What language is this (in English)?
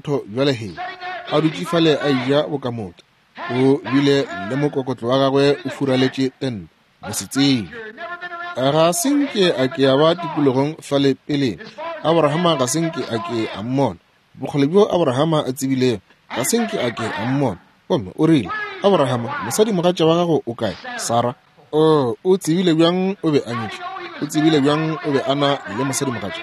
Northern Sotho